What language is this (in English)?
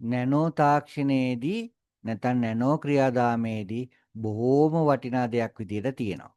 Sinhala